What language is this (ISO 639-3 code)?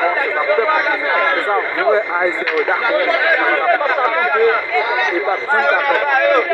hat